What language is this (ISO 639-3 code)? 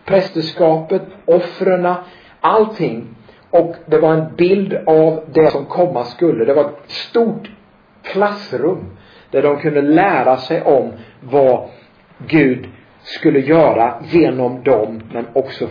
swe